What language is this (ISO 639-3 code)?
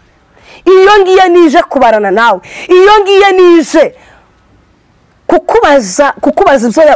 kin